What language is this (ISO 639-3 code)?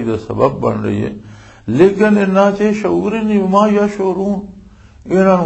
lah